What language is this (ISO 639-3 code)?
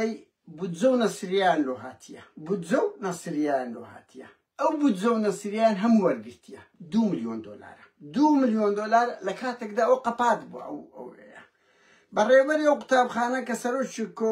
ckb